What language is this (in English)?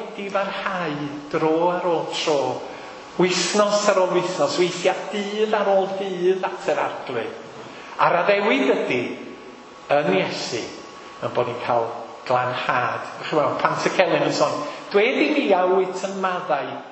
Welsh